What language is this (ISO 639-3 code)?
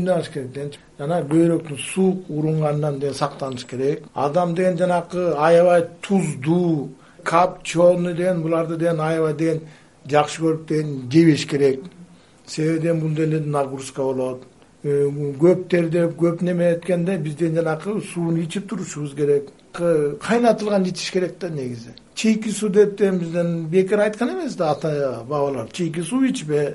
kir